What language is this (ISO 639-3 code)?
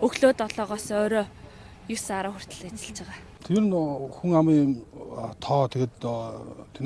mon